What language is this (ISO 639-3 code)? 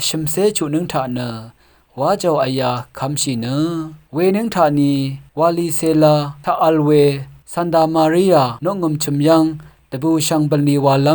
raw